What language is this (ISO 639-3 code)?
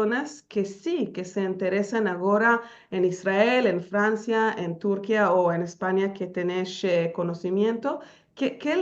lad